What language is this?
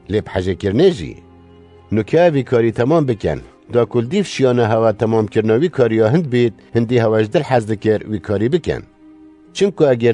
Kurdish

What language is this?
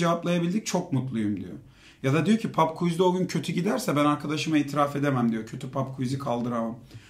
Turkish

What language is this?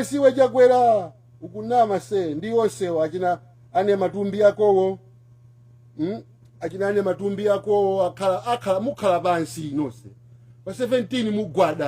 Nyanja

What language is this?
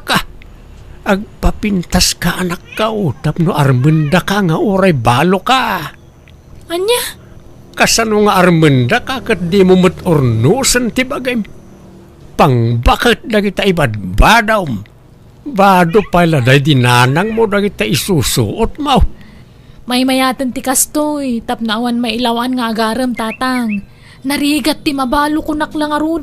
Iloko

